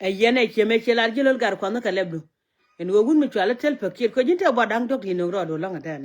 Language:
Nuer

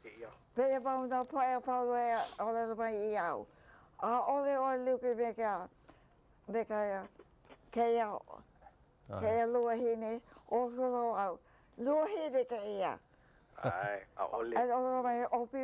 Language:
Hawaiian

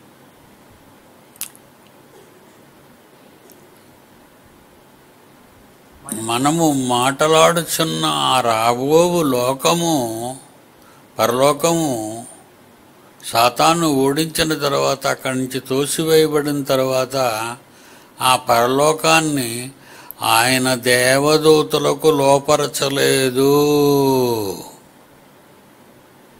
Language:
Telugu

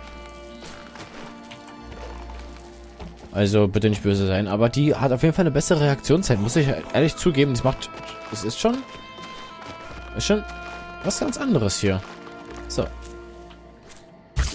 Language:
German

